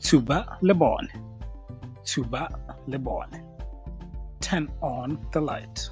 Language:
Tswana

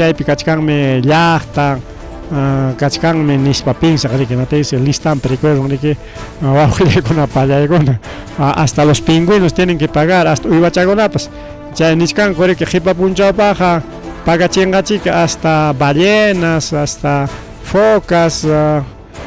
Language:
Ayacucho Quechua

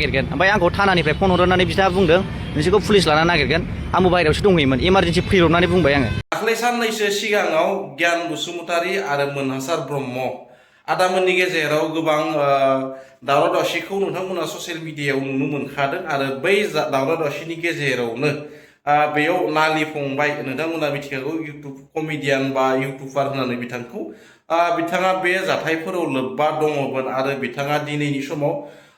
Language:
Bodo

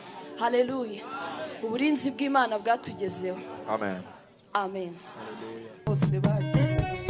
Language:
Kinyarwanda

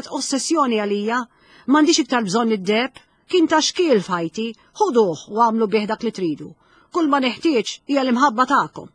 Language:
Maltese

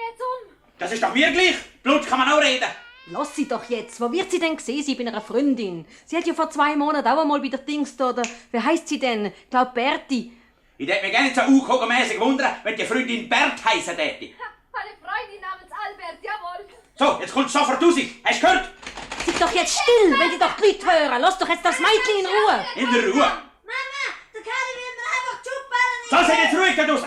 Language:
Swiss German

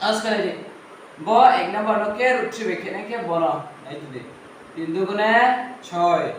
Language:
Riang (India)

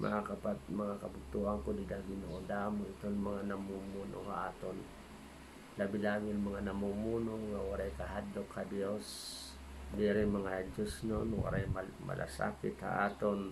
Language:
Waray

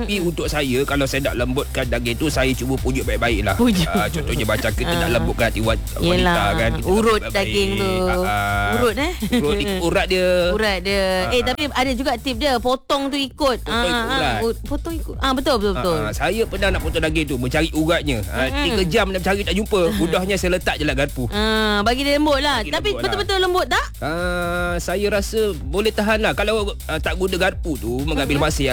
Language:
Malay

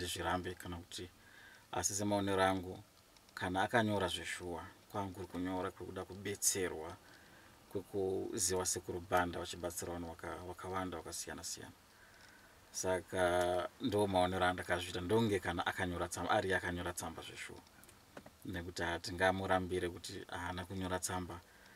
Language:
Shona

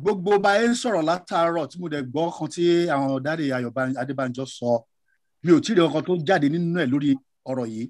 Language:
Yoruba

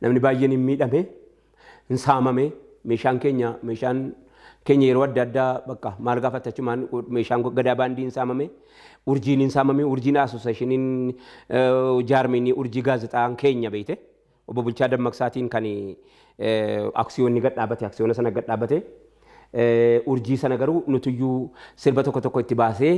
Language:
Oromo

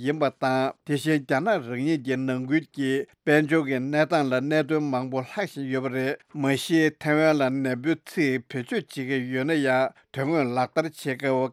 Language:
Tibetan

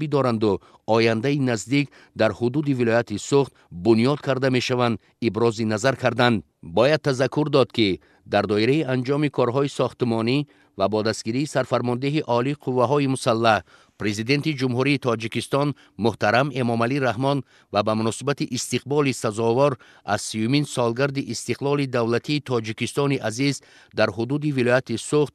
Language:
Tajik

